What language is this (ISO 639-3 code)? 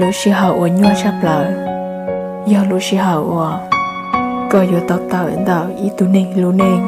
hmn